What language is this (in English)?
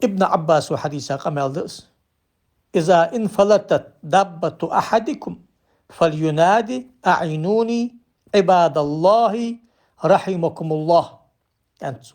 Ingush